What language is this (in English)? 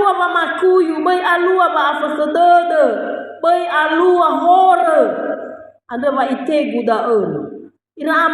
Nias